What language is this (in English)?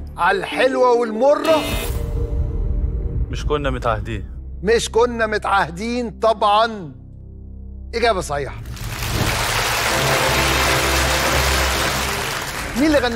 Egyptian Arabic